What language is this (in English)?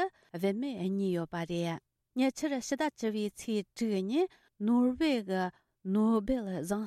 Tibetan